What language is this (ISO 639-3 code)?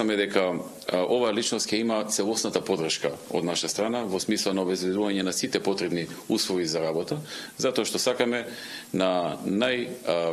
mkd